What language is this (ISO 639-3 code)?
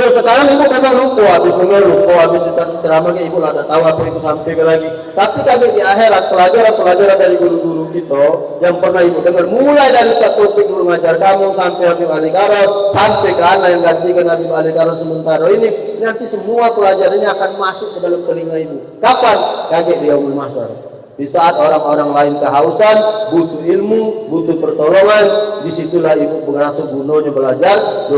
mui